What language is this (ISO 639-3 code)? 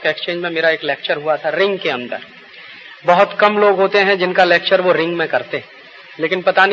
hin